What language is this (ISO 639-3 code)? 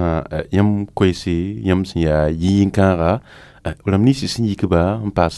mos